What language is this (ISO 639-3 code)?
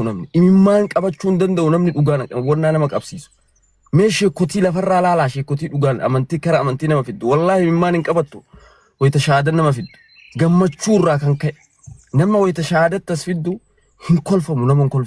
orm